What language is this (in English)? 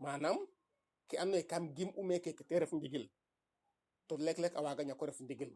Serer